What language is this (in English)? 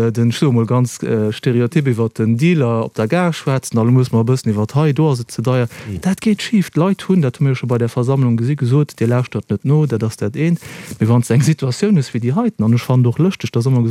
Luxembourgish